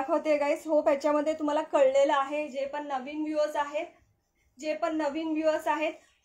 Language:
Marathi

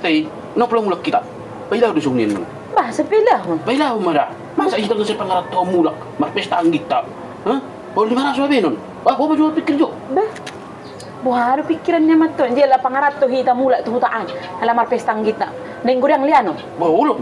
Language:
Batak Toba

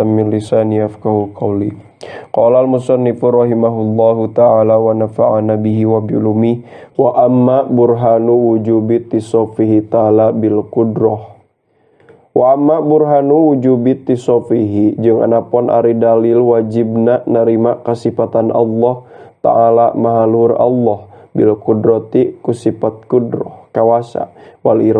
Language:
Sundanese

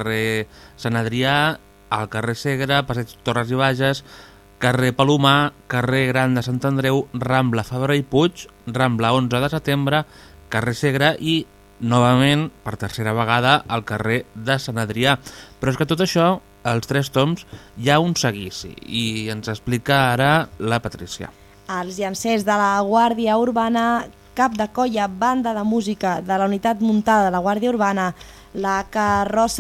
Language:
Catalan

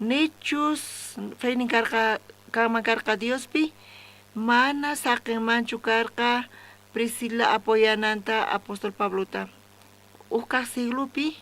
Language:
South Bolivian Quechua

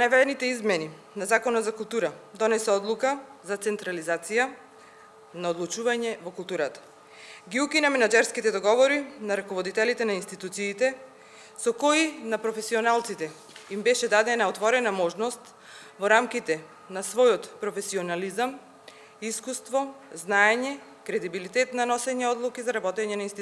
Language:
Macedonian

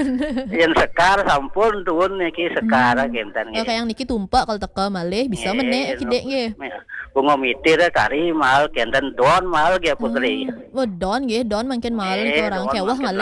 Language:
Balinese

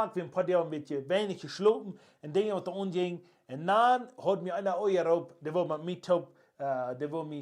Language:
Plautdietsch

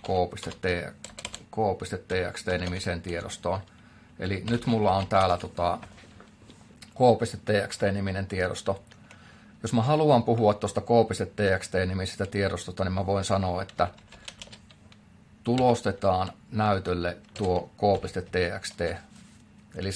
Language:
Finnish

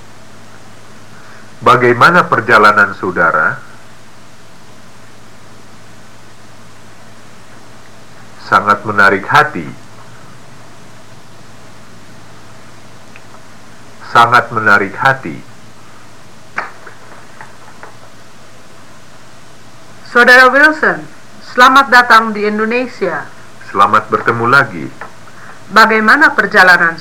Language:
Indonesian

